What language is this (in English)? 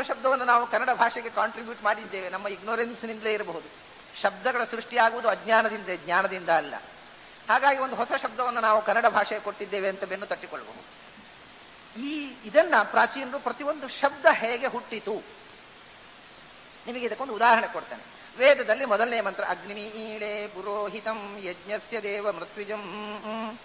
Kannada